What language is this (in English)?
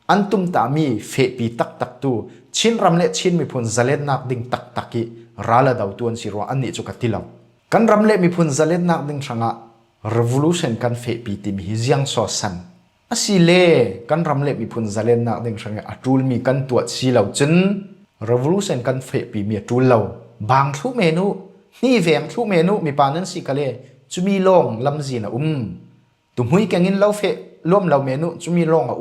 Falam Chin